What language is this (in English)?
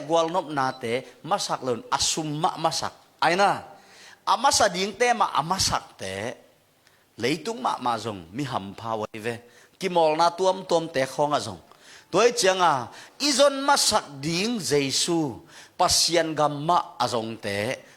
Tedim Chin